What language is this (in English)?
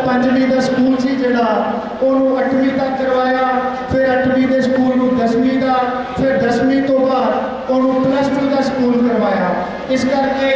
Punjabi